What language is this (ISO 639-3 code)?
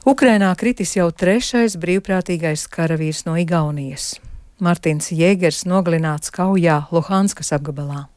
lav